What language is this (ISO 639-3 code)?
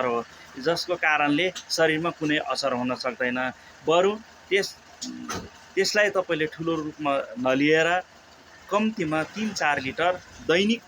nep